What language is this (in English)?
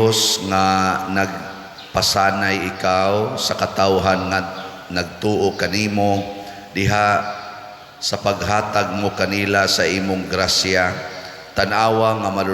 Cebuano